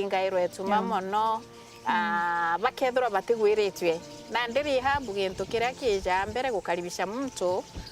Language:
Meru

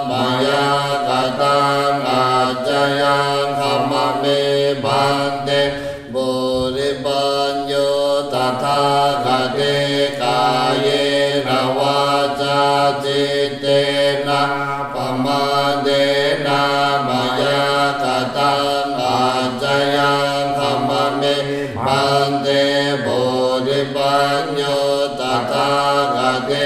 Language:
Pali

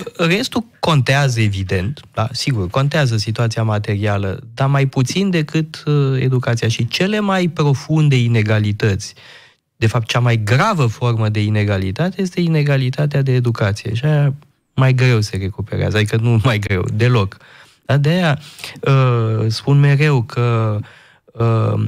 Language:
Romanian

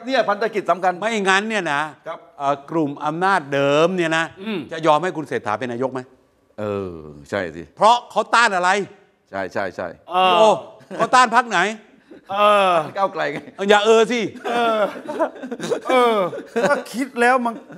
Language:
Thai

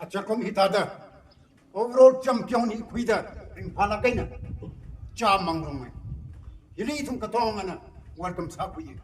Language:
Tangkhul Naga (India)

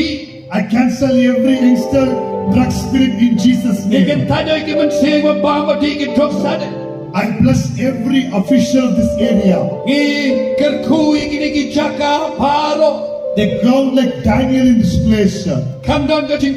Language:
Khasi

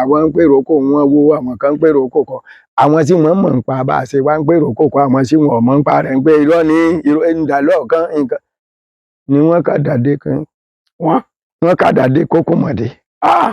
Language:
Yoruba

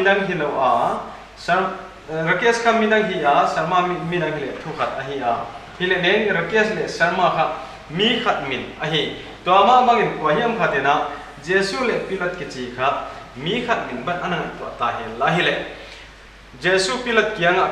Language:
Paite Chin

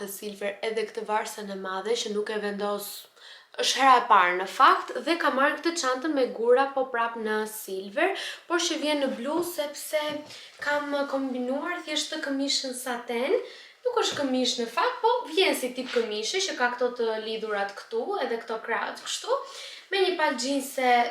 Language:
Albanian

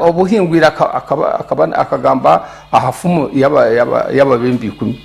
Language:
Nyankole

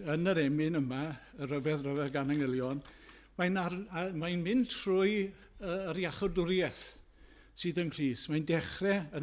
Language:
Welsh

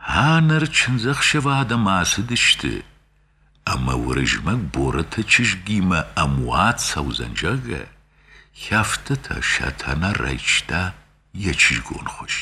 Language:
Ossetic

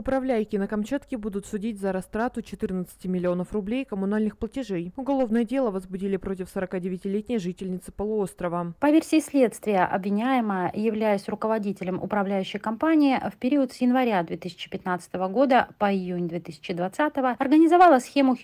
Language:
Russian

